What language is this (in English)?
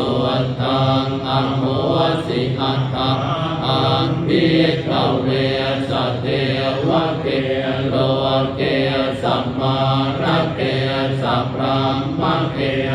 Pali